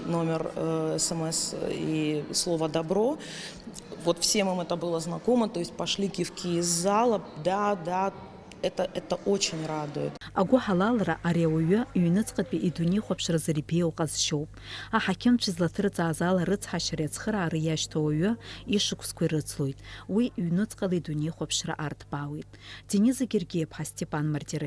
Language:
Abkhazian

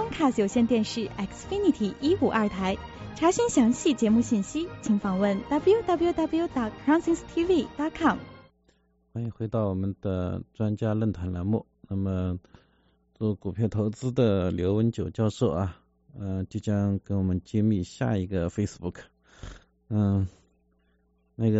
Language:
Chinese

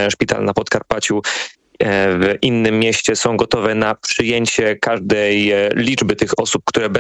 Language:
Polish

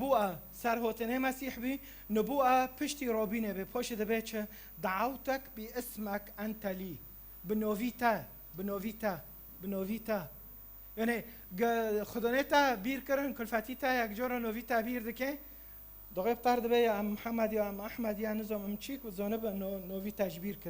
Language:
Kurdish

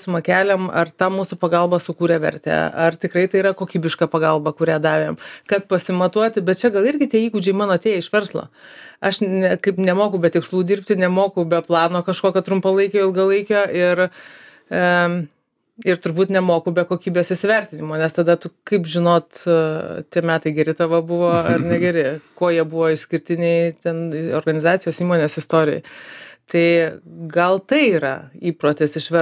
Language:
Lithuanian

